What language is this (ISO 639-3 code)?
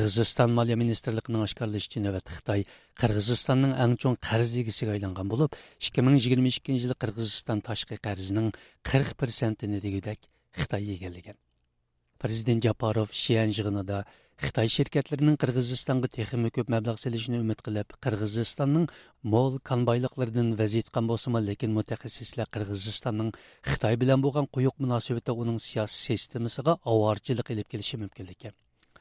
uig